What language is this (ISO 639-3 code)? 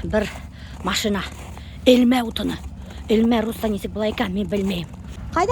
bak